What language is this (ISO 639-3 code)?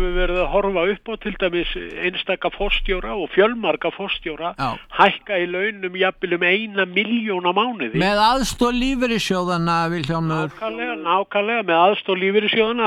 isl